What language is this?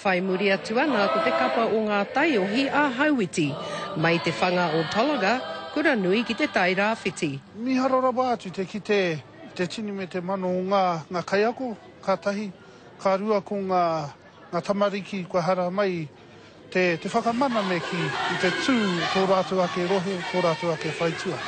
Māori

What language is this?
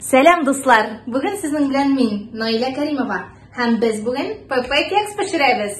Tatar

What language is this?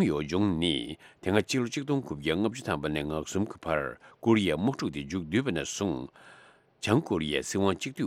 Tibetan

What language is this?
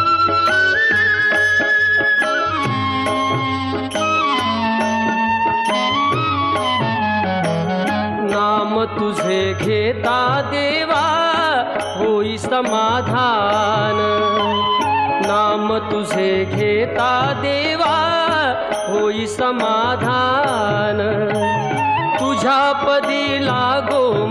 Marathi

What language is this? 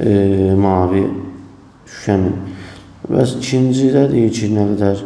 Azerbaijani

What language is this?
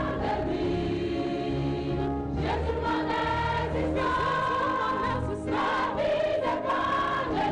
Ewe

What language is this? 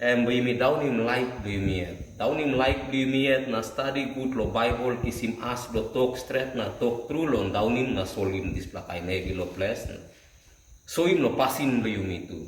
Tok Pisin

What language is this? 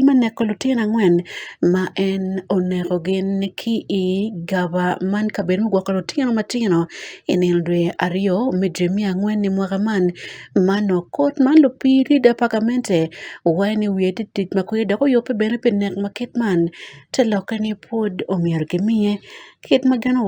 Acoli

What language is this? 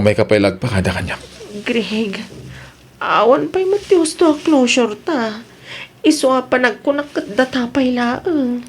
Iloko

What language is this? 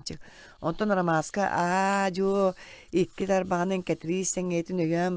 Yakut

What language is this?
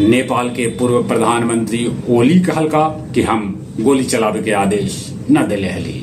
Magahi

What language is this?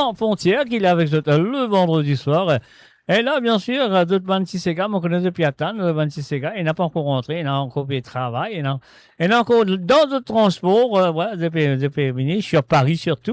Morisyen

